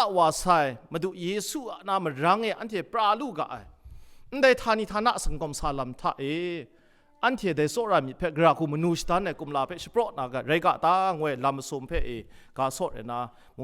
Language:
Kachin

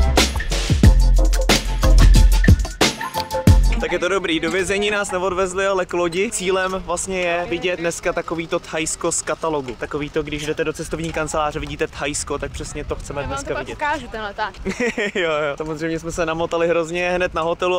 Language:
Czech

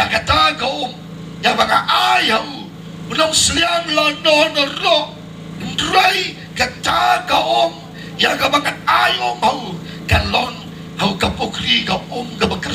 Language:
Khasi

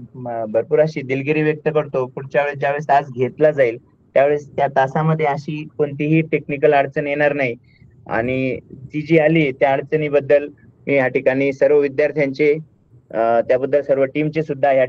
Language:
Marathi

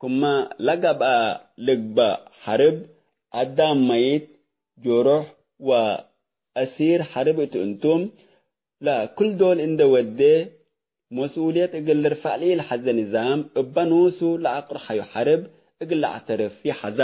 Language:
Tigre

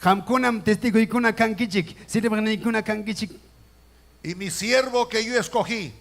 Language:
Ayacucho Quechua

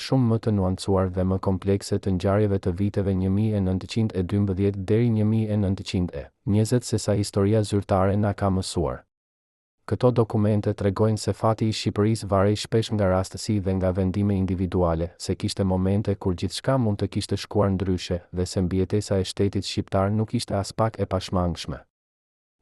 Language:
Albanian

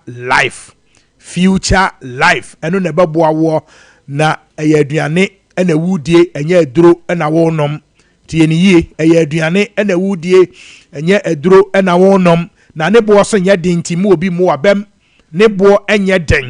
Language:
Akan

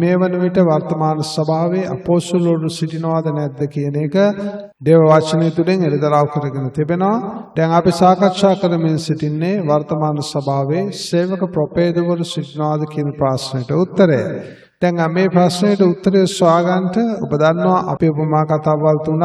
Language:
Sinhala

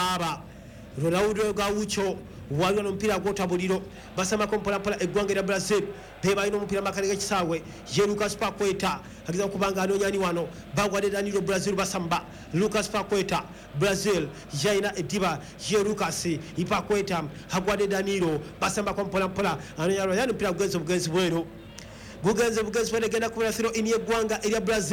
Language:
Ganda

